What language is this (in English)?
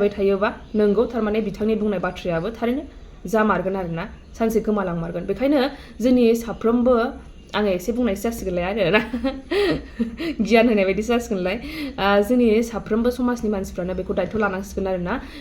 Bodo